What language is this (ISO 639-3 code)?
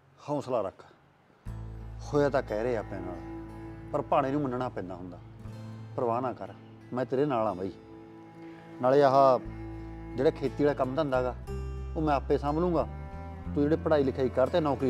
pan